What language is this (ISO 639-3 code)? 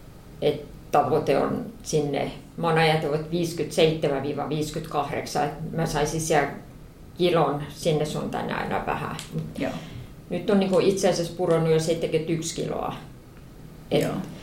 fin